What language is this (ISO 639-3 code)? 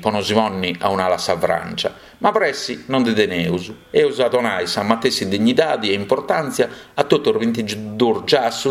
srd